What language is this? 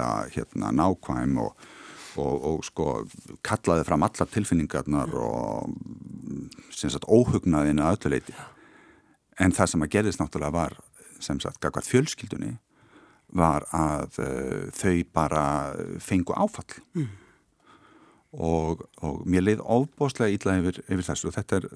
Icelandic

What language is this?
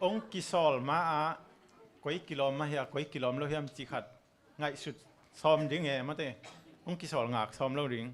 Tedim Chin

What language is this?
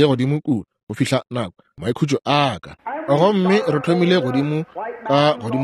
Northern Sotho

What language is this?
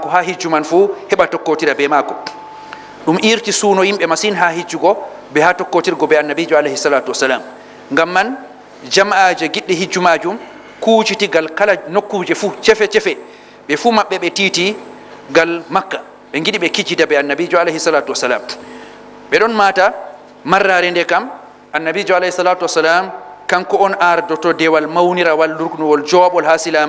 Fula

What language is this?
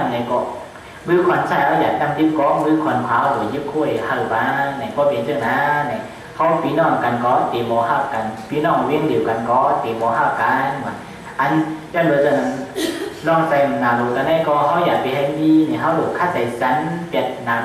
Shan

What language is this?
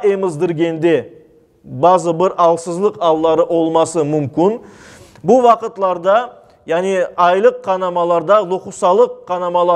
Crimean Tatar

